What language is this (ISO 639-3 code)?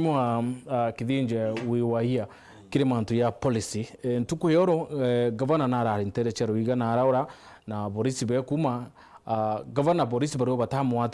mer